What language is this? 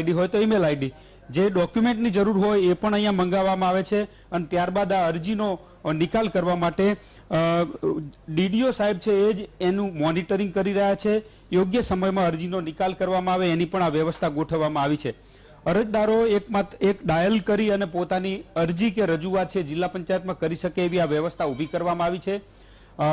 Gujarati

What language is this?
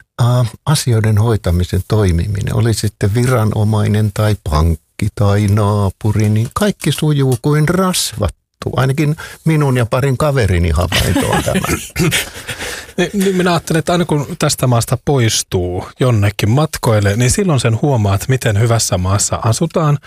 Finnish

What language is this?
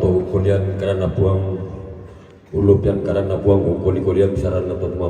Toraja-Sa'dan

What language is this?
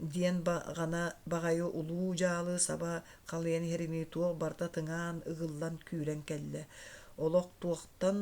Yakut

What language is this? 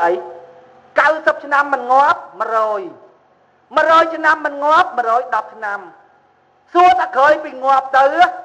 Khmer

